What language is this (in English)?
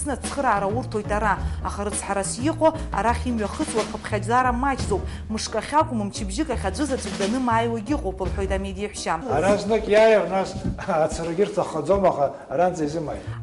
Abkhazian